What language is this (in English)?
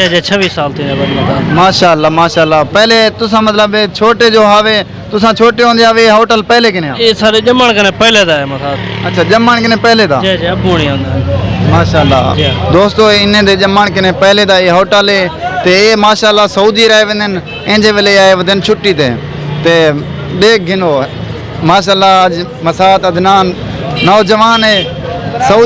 Saraiki